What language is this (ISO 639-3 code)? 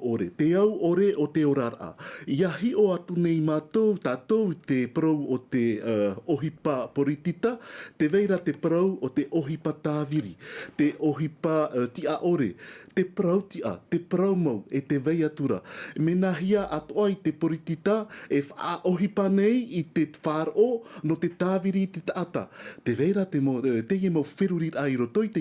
tah